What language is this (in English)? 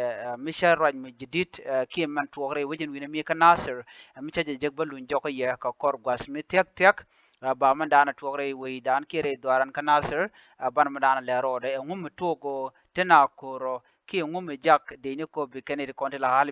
Nuer